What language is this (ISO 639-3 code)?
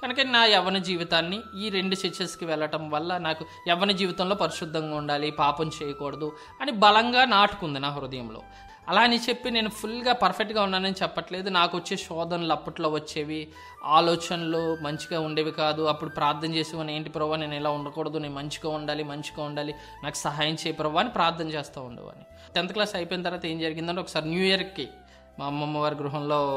tel